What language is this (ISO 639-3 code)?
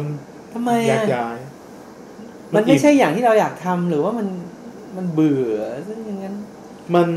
tha